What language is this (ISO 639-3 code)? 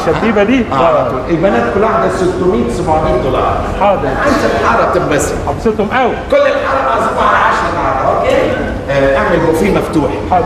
arz